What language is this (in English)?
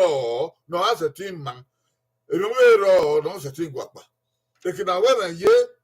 Bini